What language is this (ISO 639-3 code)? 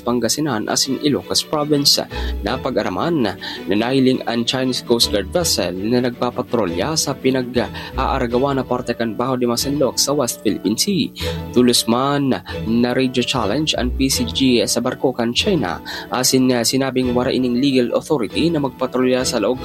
bik